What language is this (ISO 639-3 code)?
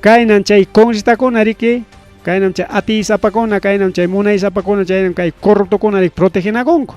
quy